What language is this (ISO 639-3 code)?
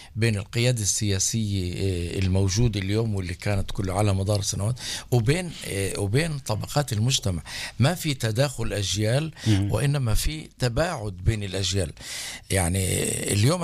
apc